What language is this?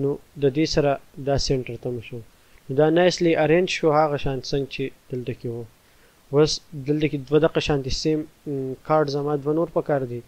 Pashto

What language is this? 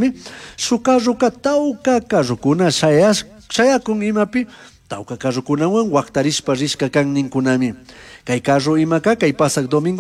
Chimborazo Highland Quichua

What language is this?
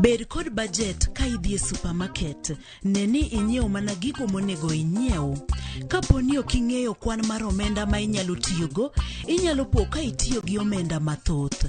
Luo (Kenya and Tanzania)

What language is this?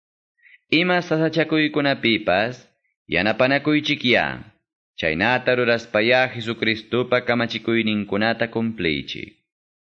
Quechua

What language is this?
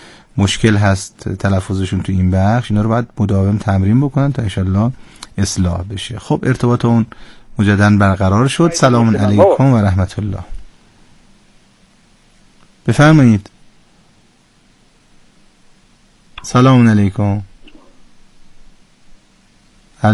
Persian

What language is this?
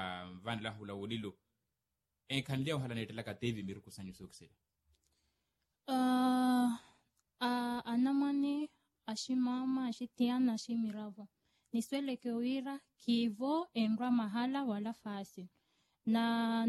Swahili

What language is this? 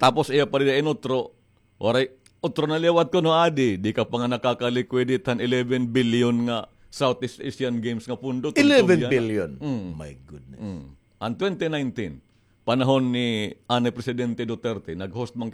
Waray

